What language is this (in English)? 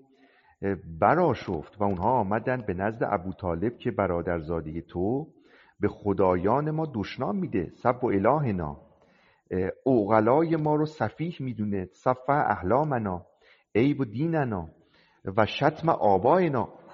Persian